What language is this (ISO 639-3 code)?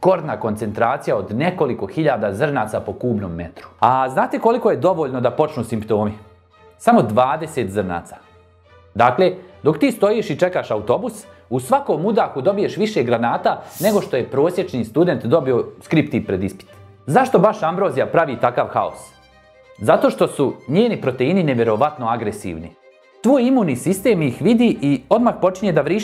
bos